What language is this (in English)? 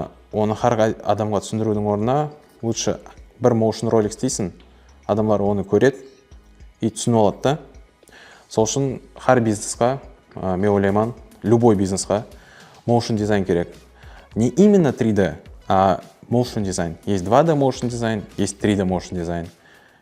Kara-Kalpak